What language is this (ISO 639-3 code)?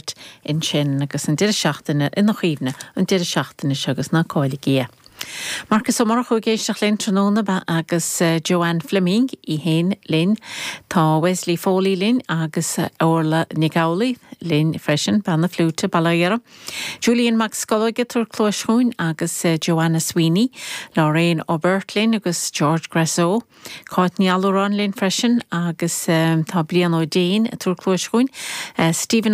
gle